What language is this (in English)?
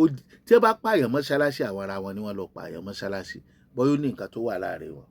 Yoruba